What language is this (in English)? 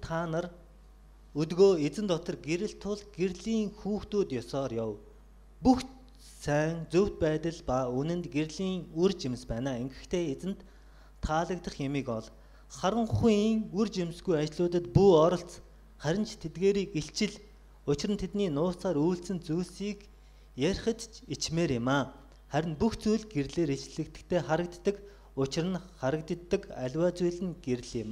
Mongolian